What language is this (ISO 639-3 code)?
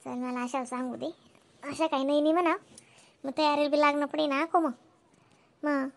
khn